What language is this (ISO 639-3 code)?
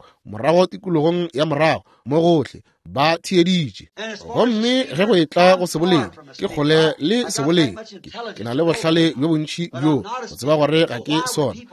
nso